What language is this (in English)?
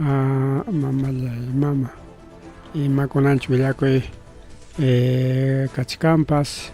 Ayacucho Quechua